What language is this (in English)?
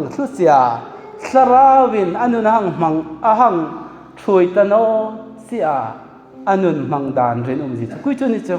Hmar